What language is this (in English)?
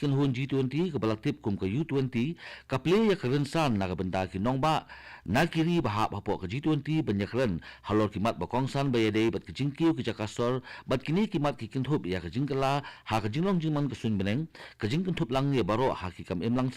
Khasi